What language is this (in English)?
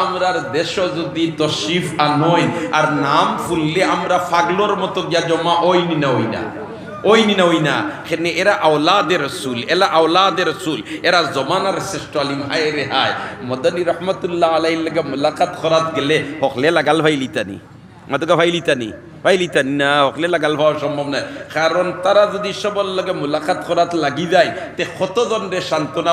Sylheti